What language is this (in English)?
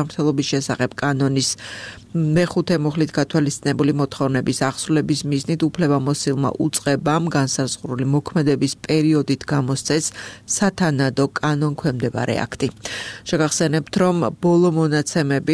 Georgian